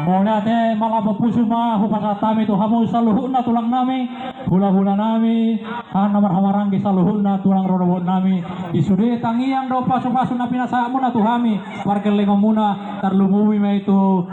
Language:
Batak Toba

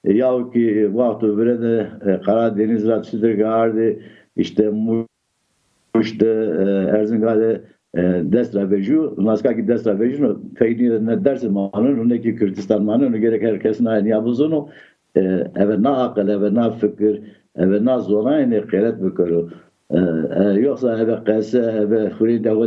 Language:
Zaza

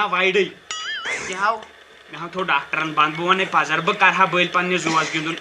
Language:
Kashmiri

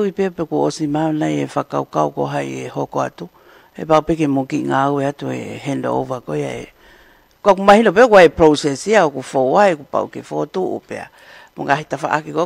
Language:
Tongan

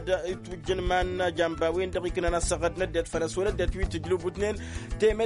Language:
Arabic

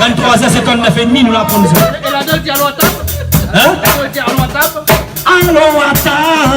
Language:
Réunion Creole French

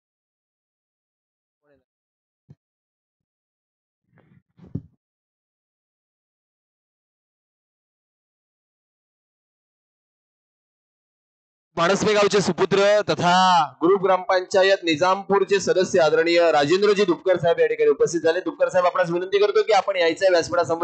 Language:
Marathi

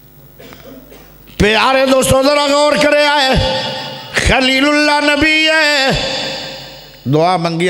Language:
Urdu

